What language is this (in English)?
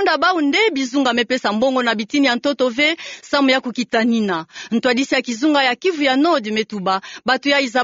Kituba (Democratic Republic of Congo)